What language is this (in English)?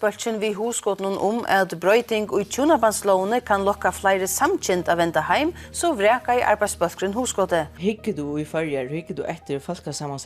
Faroese